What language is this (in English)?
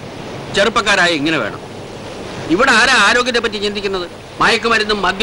Malayalam